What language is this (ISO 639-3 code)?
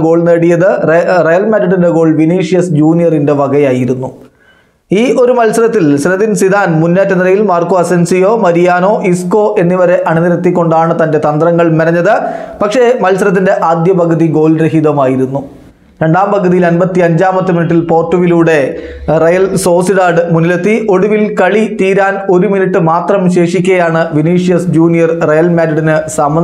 mal